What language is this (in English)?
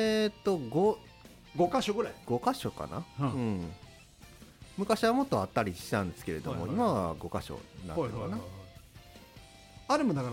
Japanese